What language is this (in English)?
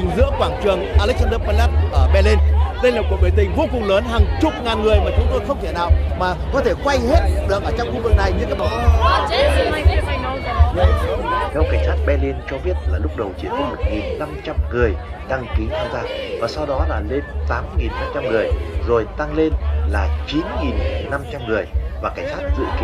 Vietnamese